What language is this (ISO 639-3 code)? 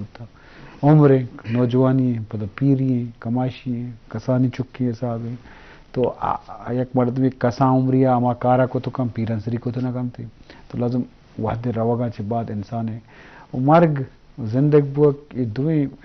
bgp